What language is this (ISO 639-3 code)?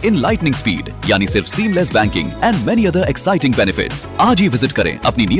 hin